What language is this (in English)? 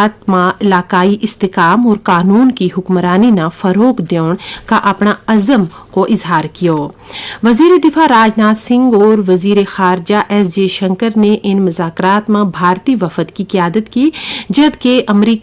Gujari